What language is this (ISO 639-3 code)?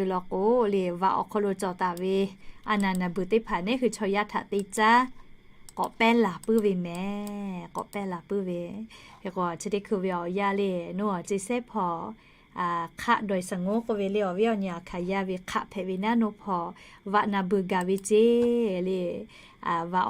lhu